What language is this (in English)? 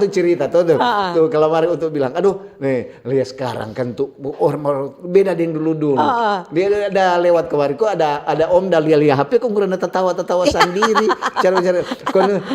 Manado Malay